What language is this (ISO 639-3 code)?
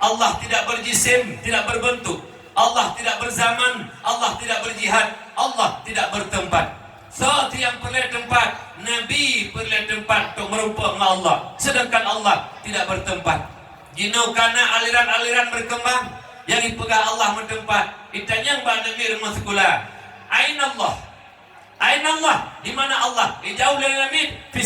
ace